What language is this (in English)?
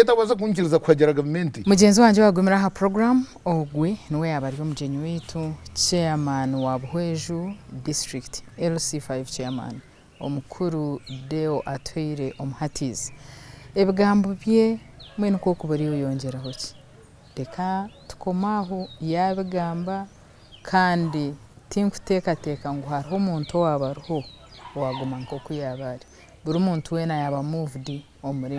Nyankole